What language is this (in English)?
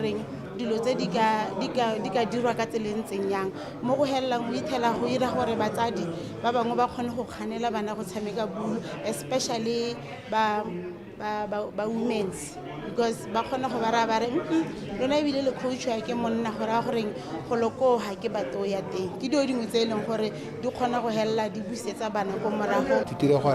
Tswana